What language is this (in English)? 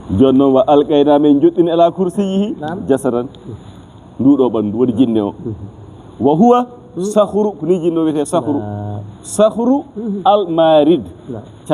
Fula